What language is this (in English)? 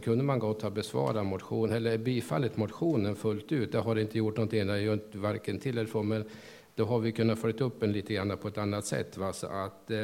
Swedish